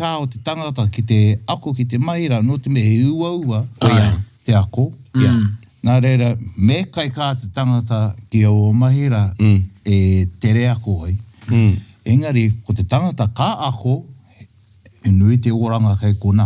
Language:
Māori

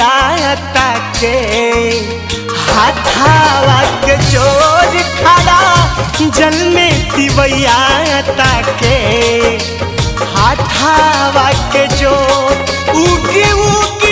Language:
Bhojpuri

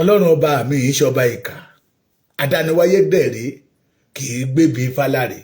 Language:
Yoruba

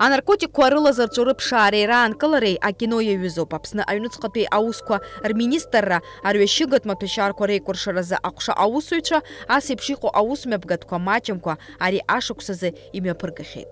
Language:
Abkhazian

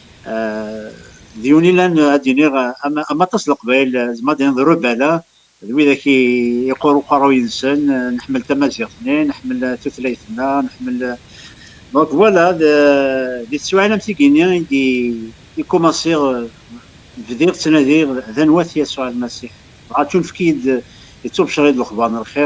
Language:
Kabyle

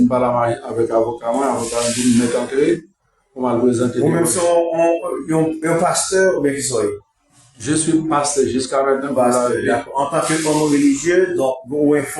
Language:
Haitian Creole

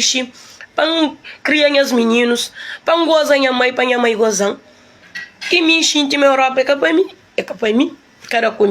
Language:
Kabuverdianu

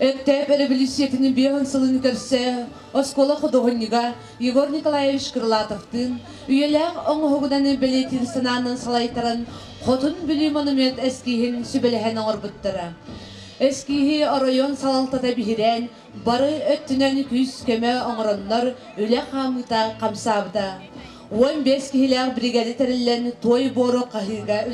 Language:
Yakut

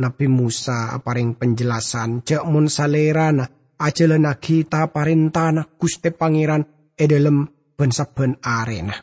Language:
Madurese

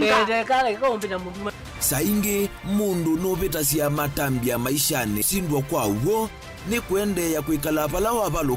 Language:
Kamba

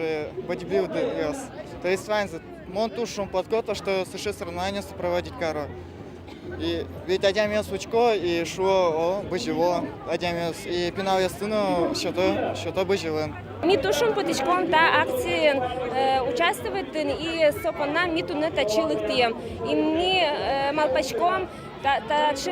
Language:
Udmurt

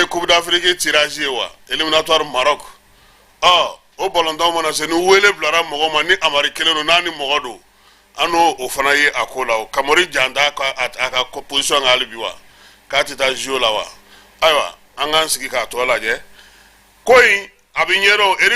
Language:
Bambara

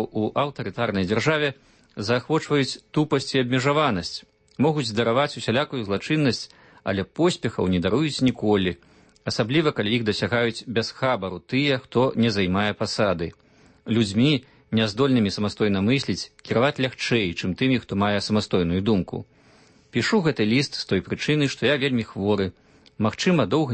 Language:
Belarusian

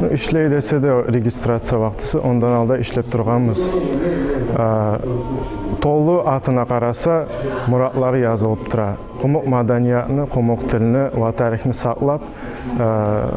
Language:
Kumyk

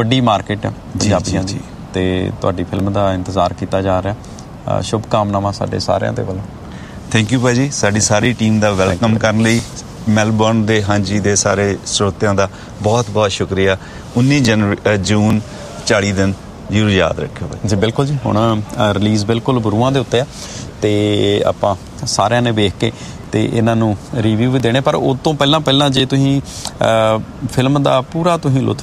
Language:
Punjabi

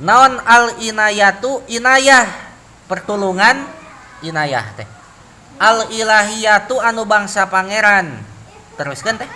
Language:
Sundanese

